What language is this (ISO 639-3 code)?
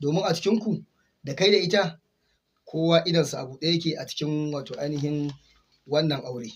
hau